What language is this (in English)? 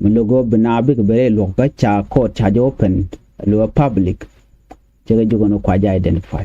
Nuer